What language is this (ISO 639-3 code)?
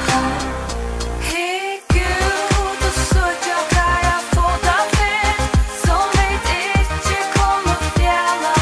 fao